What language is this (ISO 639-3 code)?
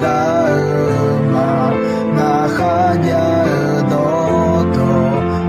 ahk